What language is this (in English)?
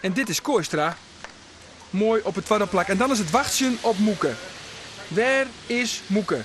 Western Frisian